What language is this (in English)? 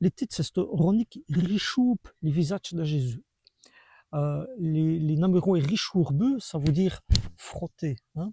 Walloon